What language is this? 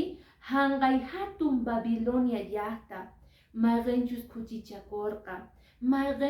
Quechua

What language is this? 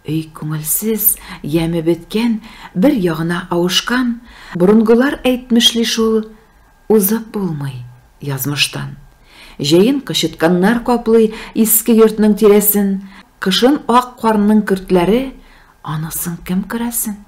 Tatar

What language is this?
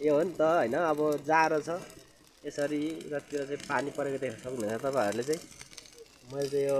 Nepali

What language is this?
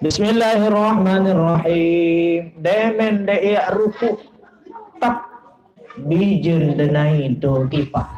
Sasak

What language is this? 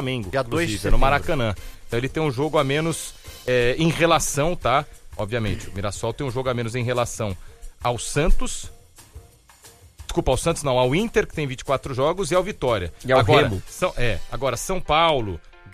Portuguese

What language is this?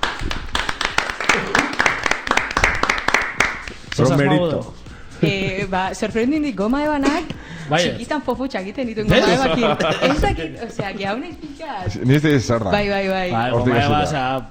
Basque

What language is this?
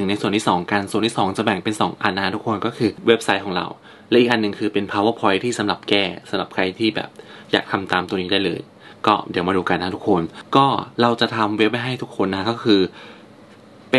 Thai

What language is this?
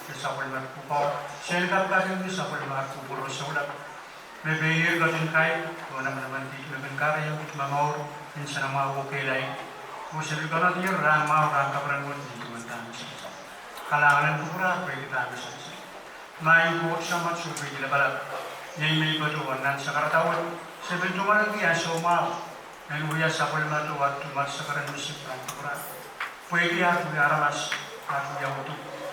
Pohnpeian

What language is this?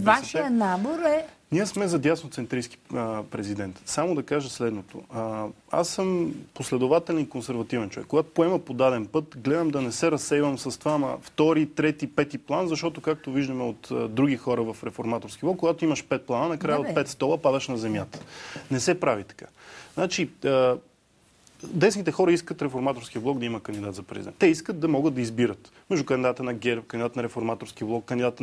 Bulgarian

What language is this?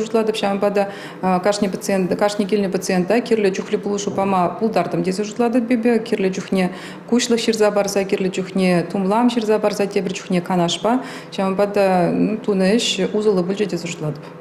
Chuvash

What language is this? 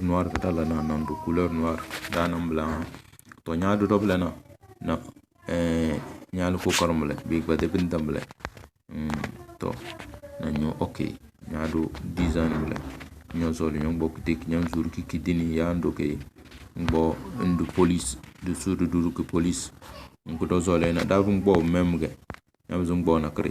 Tem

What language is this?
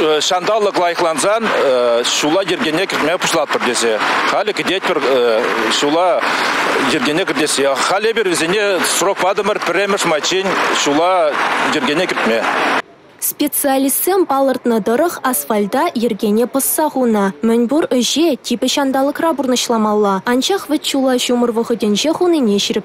Chuvash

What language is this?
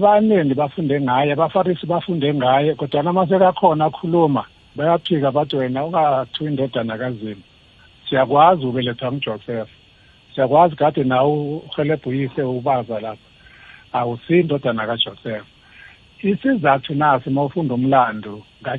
South Ndebele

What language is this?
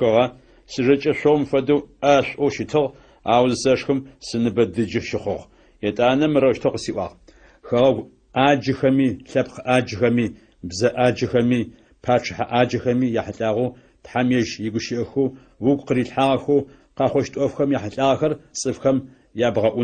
Adyghe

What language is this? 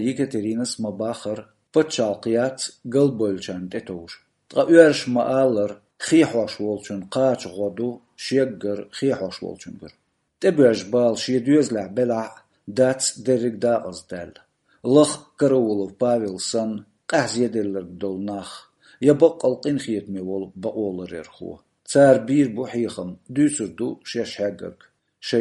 Chechen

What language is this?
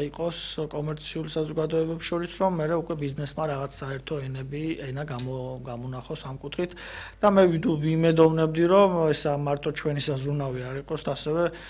Georgian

